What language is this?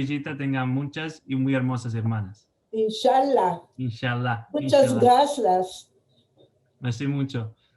Ladino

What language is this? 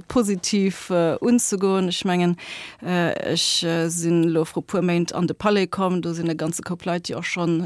Luxembourgish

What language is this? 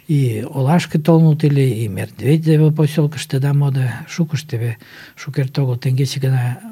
Mari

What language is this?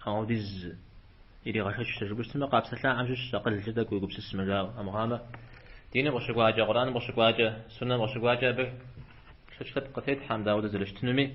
Kabardian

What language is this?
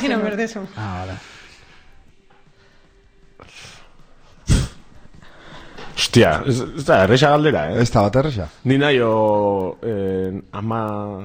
Basque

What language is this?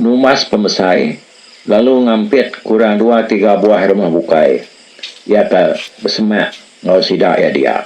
Iban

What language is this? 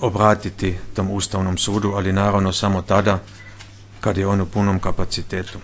Bosnian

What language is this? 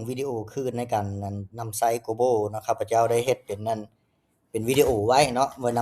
Lao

